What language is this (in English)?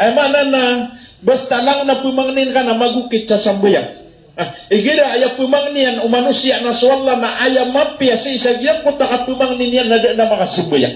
Maranao